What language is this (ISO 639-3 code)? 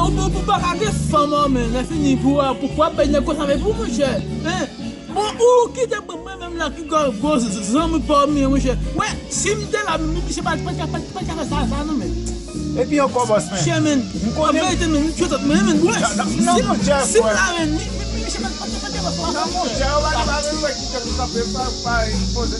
hat